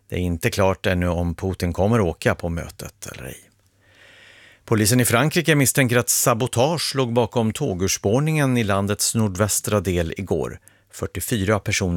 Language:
Swedish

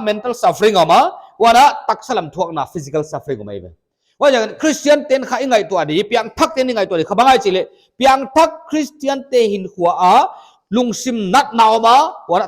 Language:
Paite Chin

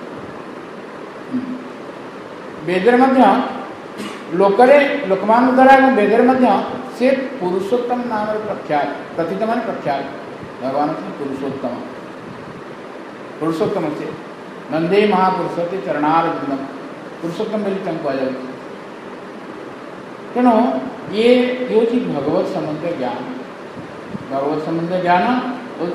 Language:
Odia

